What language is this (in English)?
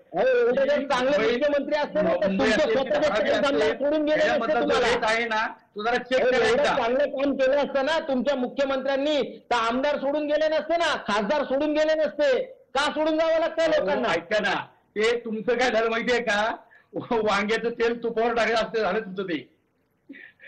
Marathi